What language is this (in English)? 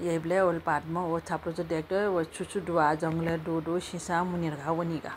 Newari